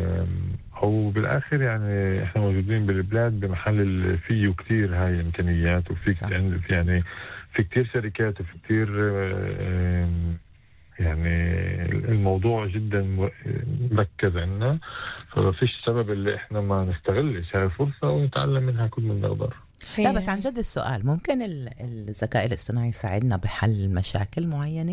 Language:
North Levantine Arabic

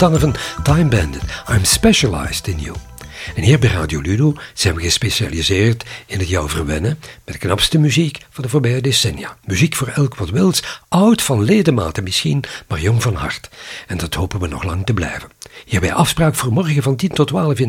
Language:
Dutch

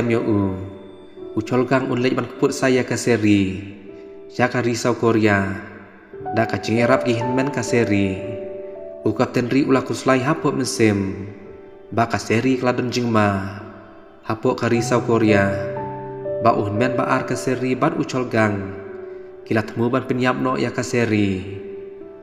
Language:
Khasi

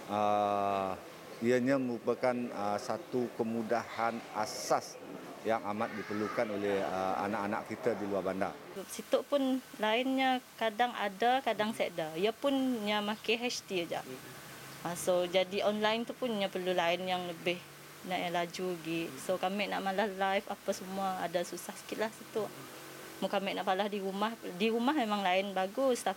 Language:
Malay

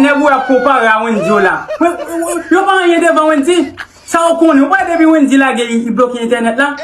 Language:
Haitian Creole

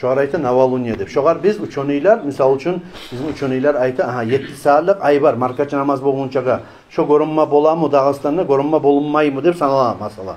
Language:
Kumyk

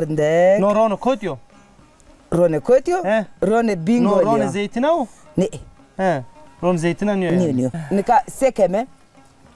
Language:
Zaza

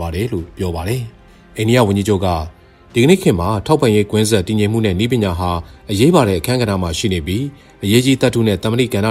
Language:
Burmese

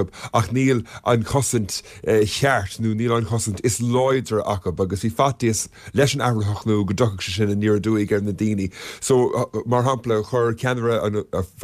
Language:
Irish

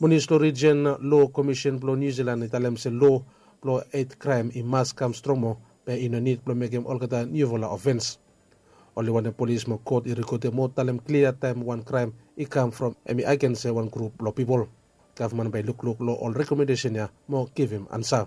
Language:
Bislama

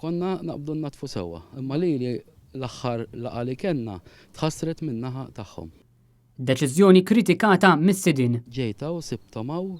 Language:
Maltese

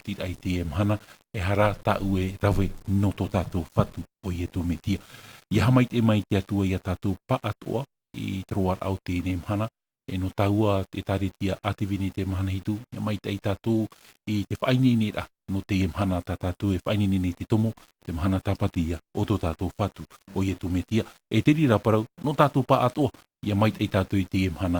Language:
Tahitian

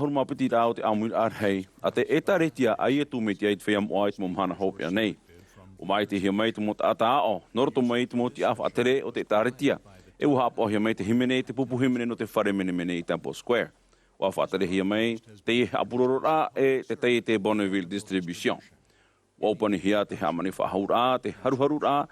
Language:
Tahitian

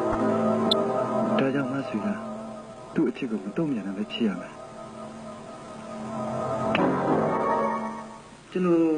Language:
Burmese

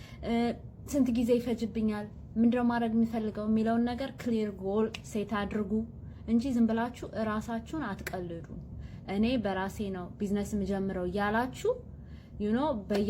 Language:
Amharic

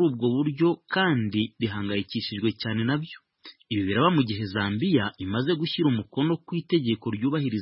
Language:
Kinyarwanda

